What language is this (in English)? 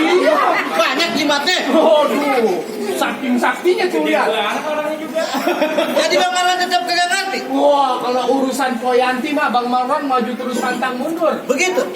Betawi